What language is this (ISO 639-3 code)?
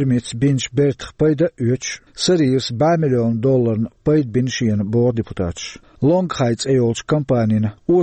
che